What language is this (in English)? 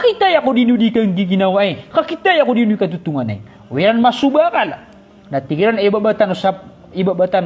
Maranao